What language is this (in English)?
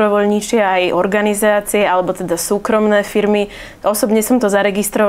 Slovak